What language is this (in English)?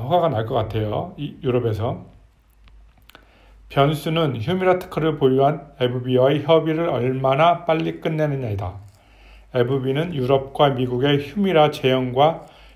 Korean